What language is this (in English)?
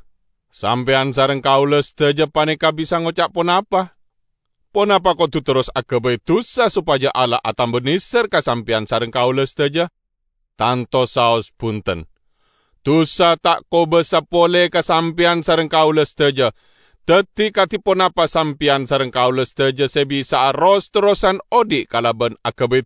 Madurese